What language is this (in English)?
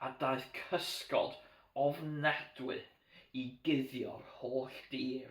Welsh